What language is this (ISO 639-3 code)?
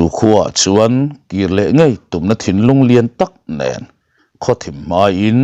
lus